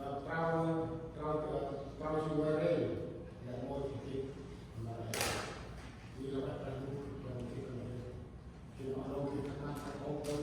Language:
Central Mnong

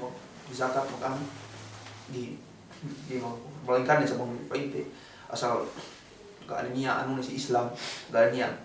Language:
Yakan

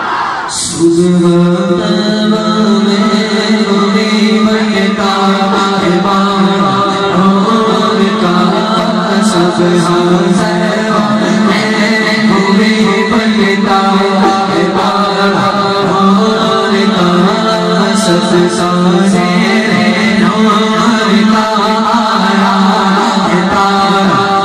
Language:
Urdu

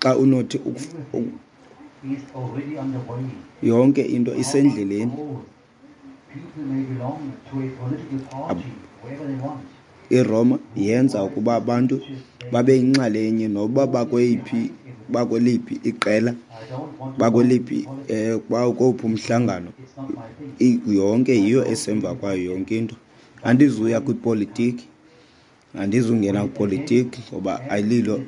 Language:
Xhosa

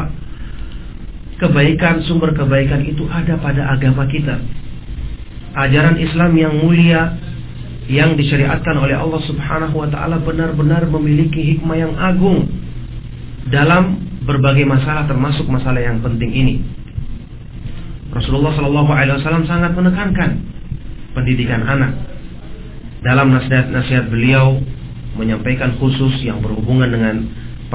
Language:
Indonesian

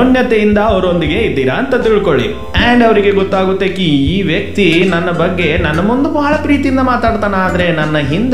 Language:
Kannada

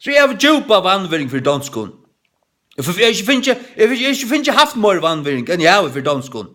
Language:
Faroese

